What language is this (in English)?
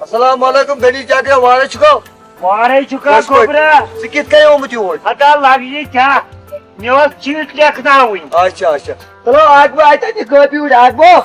Kashmiri